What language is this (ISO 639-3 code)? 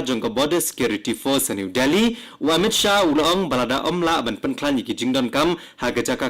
kha